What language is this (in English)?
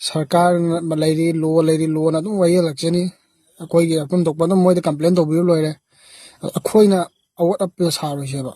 Manipuri